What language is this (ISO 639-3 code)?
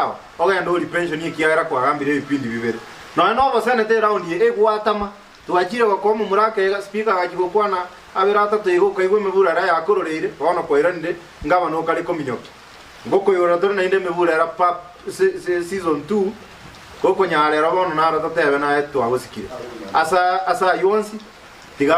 guz